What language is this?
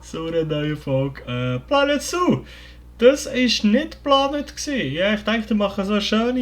Swiss German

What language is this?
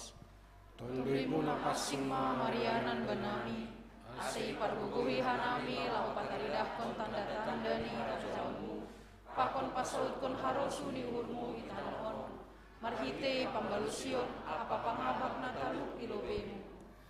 Batak Simalungun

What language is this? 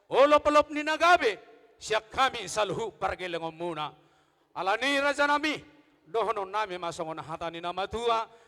Batak Toba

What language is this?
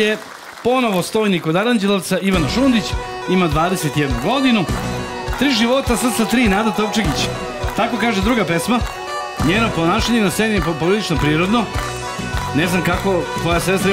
Serbian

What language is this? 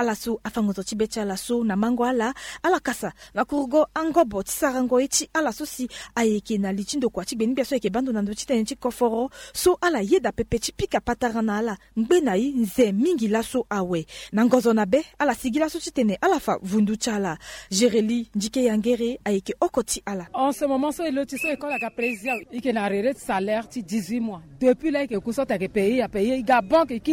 Sango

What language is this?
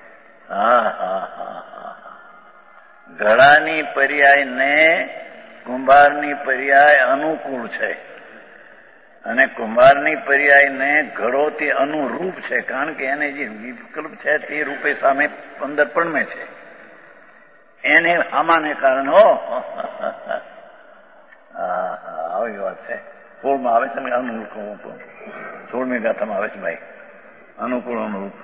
Gujarati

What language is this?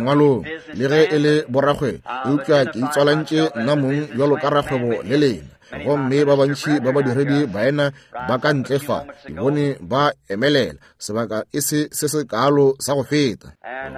Northern Sotho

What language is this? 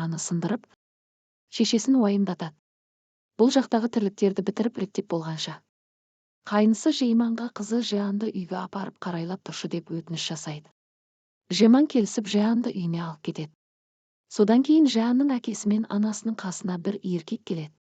Kazakh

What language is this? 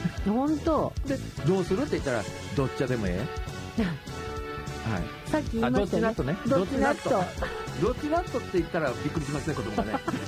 Japanese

